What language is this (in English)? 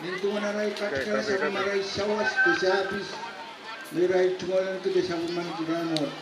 Pohnpeian